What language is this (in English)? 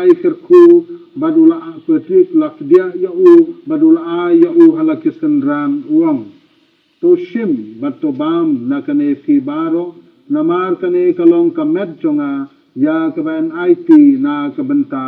Khasi